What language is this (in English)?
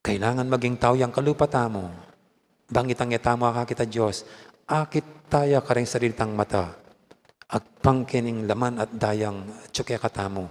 Pampanga